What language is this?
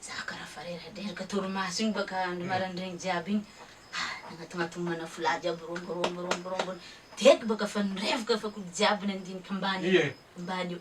Malagasy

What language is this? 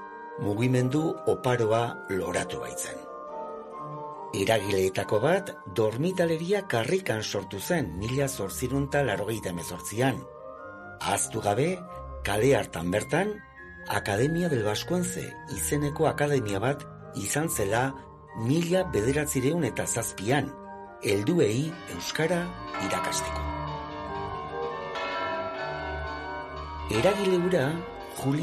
Basque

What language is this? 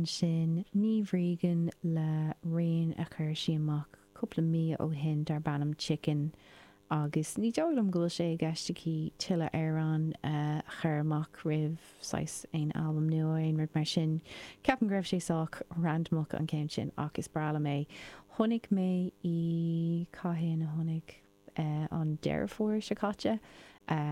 Irish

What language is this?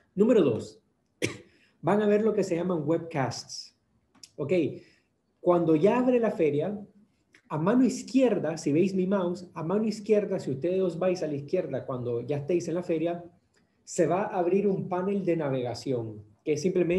Spanish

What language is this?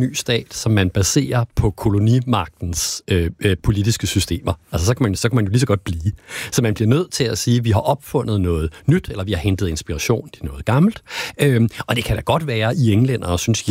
Danish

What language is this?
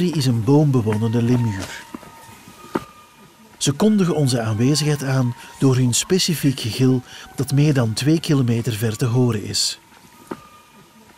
Dutch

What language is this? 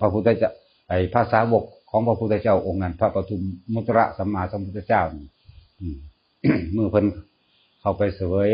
Northeastern Thai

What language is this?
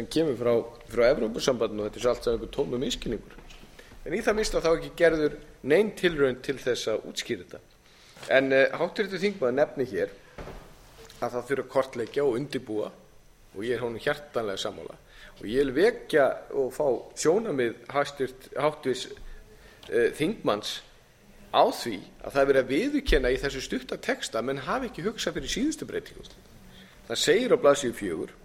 Icelandic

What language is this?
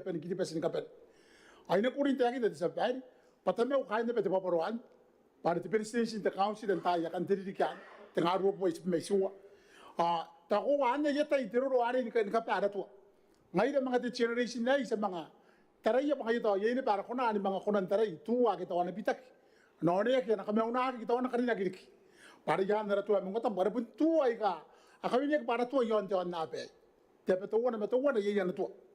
Gilbertese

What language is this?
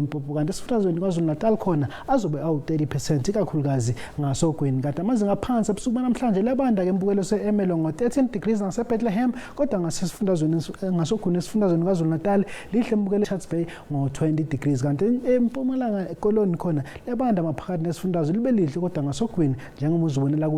Zulu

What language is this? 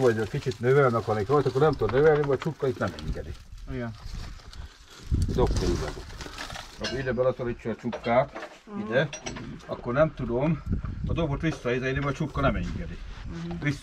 Hungarian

